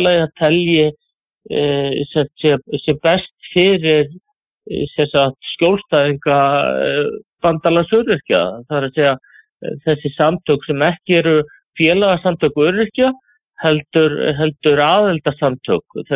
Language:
Icelandic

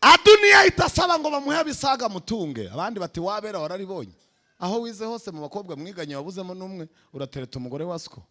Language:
Kinyarwanda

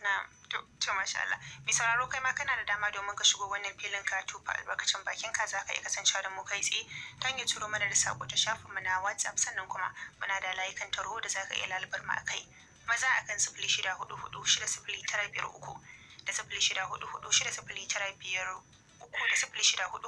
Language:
Hausa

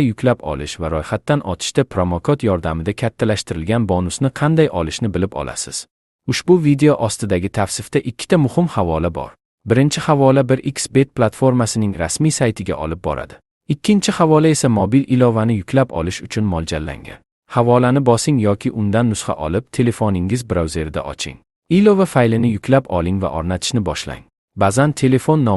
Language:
Uzbek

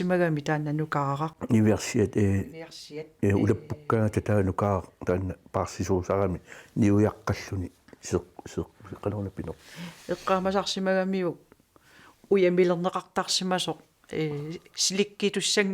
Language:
Kalaallisut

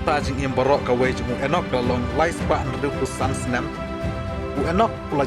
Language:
Khasi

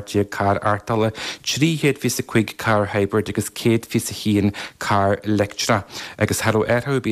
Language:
Irish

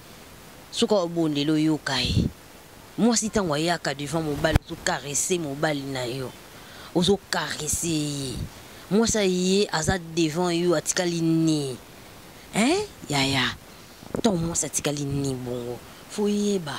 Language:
Lingala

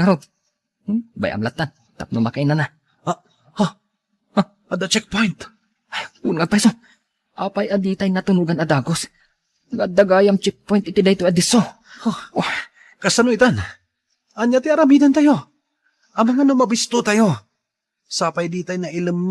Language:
Iloko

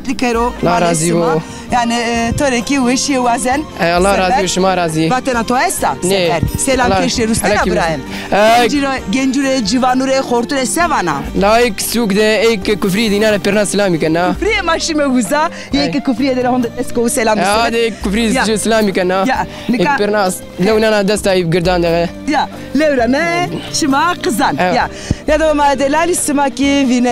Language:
Zaza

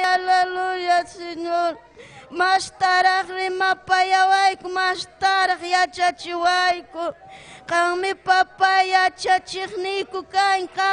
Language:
Ayacucho Quechua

